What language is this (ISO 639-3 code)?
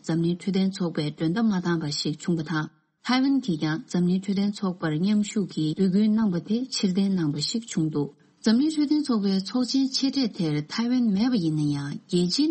bod